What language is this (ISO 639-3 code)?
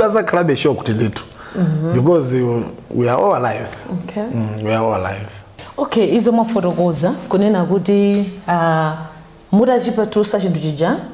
nya